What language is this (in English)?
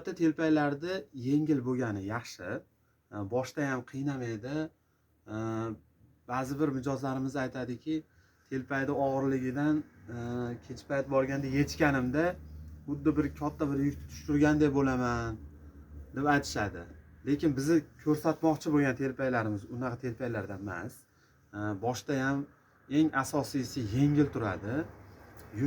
Uzbek